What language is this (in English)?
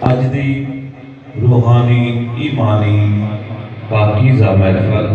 Saraiki